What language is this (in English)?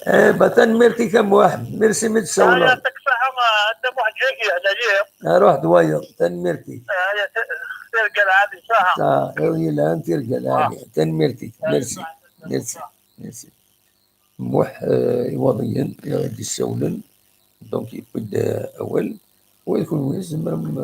Kabyle